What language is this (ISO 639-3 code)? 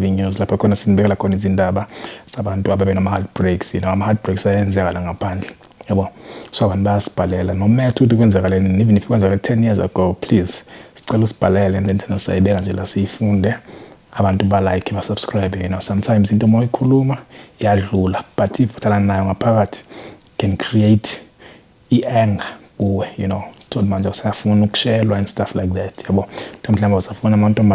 zul